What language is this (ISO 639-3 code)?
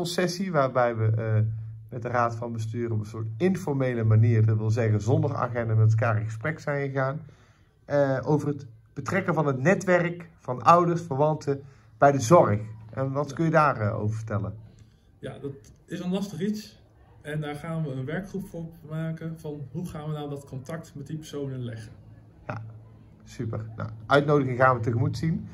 nld